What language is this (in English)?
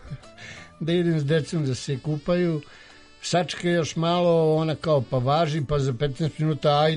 Serbian